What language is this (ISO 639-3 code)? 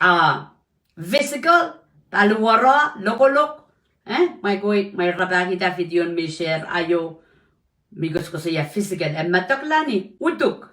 pon